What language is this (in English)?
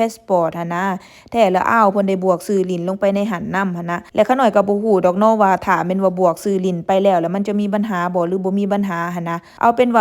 Lao